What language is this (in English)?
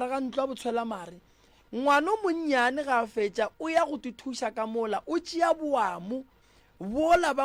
Northern Sotho